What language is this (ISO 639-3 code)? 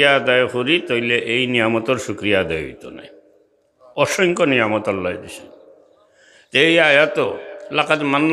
syl